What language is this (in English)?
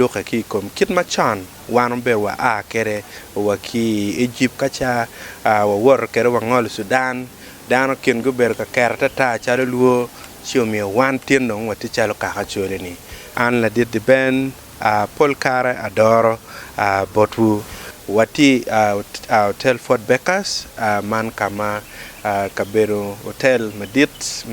Acoli